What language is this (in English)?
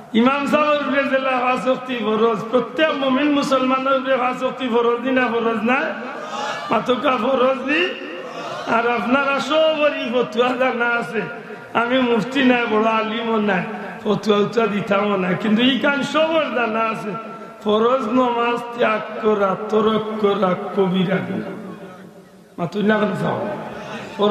Sylheti